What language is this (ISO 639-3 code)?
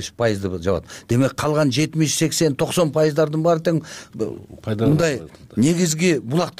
kir